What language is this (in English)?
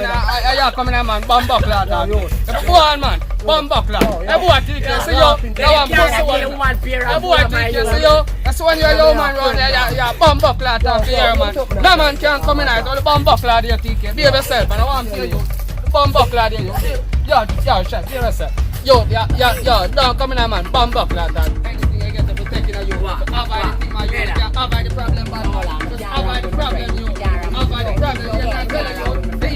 Jamaican Creole English